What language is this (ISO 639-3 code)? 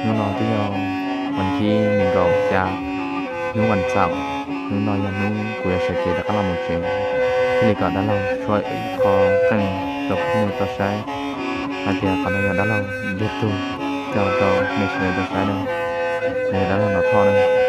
hmn